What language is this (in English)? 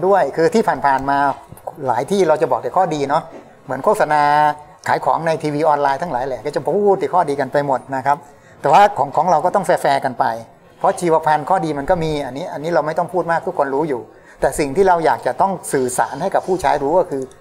Thai